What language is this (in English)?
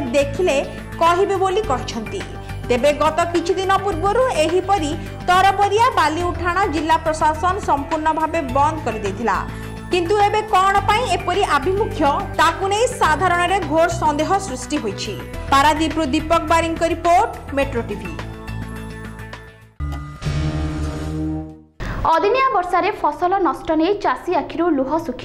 Odia